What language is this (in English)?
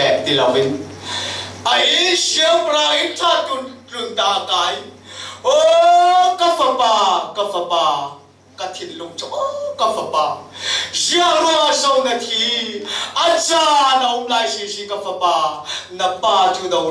Falam Chin